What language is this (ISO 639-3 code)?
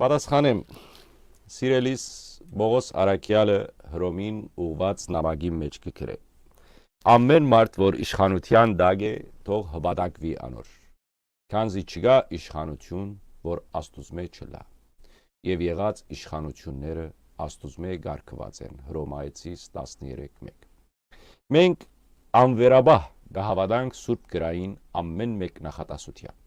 hyw